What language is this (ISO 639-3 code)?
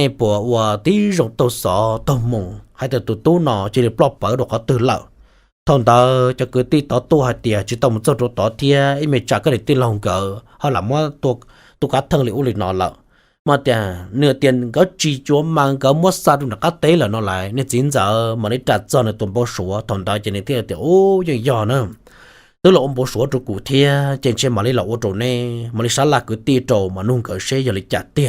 hmn